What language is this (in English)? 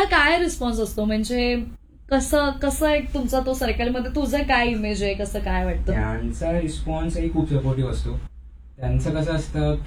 Marathi